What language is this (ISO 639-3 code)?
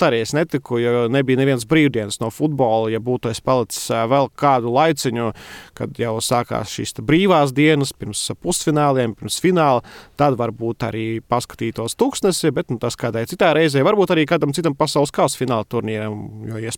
lav